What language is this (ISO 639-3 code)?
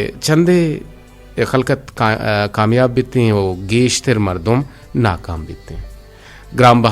bgp